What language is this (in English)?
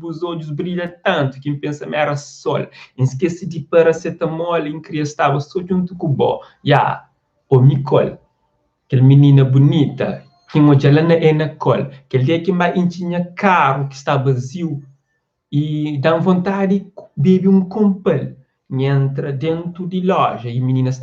Kabuverdianu